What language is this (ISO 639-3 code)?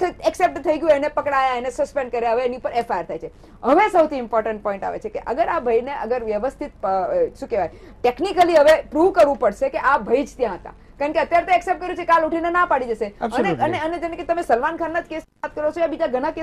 guj